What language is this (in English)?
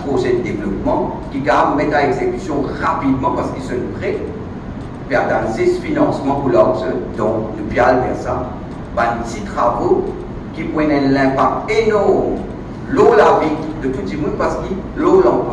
Morisyen